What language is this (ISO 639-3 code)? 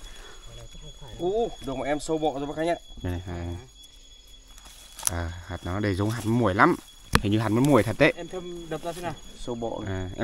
vie